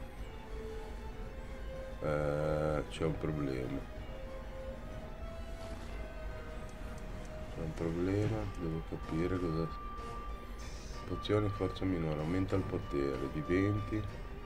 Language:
Italian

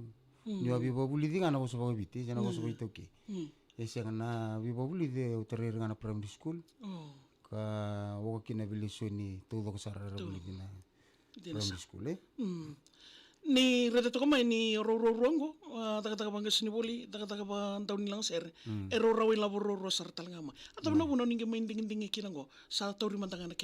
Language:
Fijian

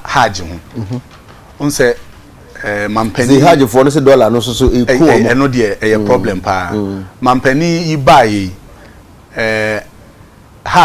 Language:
Akan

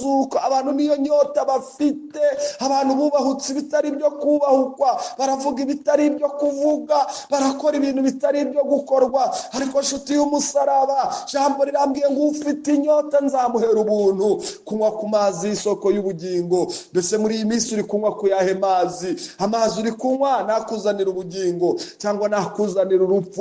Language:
Kinyarwanda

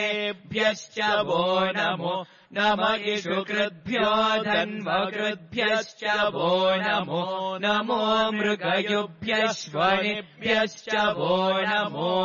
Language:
Sanskrit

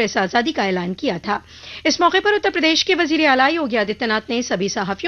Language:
Hindi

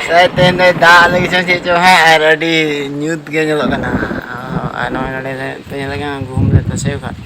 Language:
Santali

